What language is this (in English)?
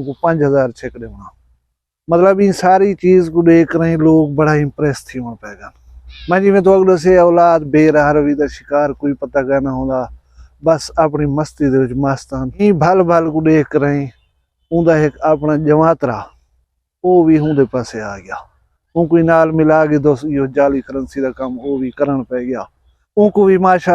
Saraiki